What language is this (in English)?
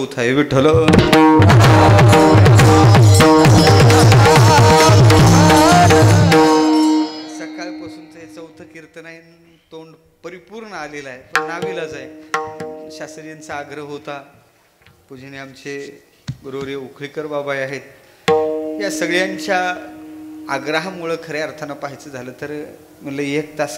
Marathi